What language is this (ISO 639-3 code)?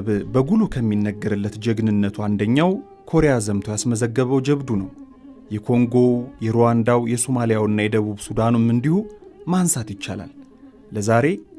amh